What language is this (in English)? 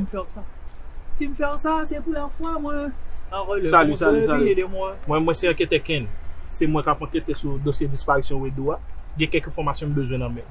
Haitian Creole